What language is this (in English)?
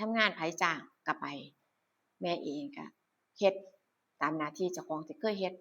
Northeastern Thai